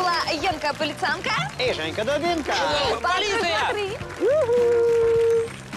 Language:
Russian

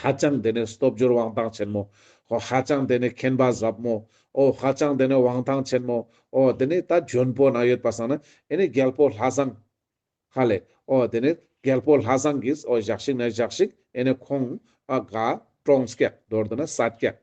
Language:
Ladakhi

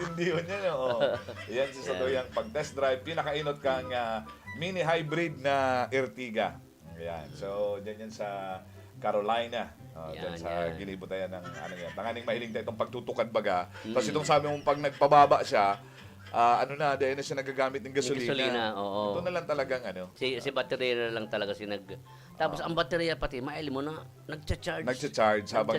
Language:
Bikol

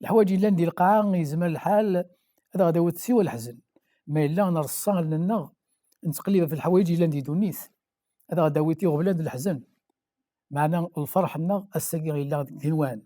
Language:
Kabyle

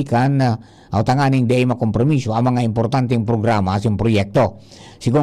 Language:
Bikol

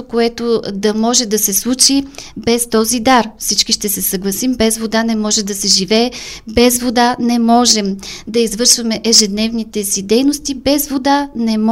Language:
Bulgarian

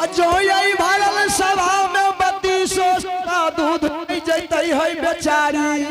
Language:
Angika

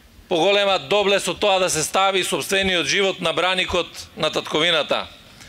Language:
Macedonian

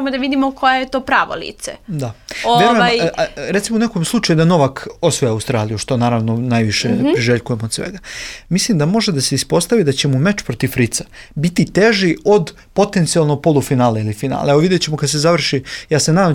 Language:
Serbian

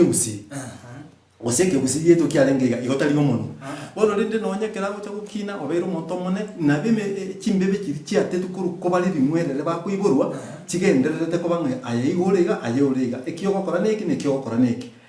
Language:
Gusii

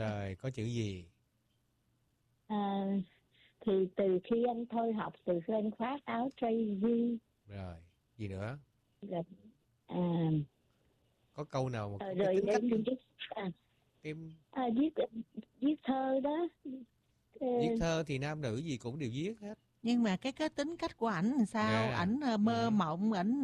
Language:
Vietnamese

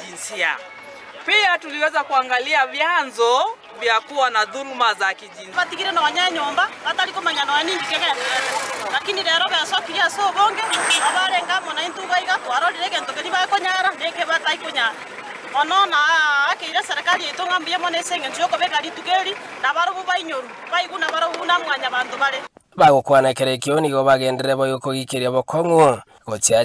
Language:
Gusii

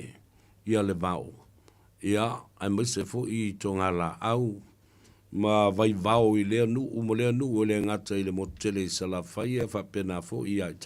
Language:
Samoan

